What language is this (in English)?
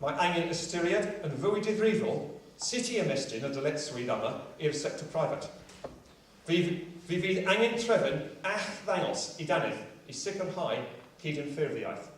Welsh